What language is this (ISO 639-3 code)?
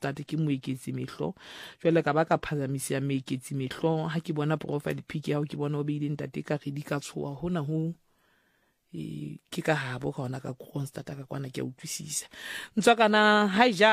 sot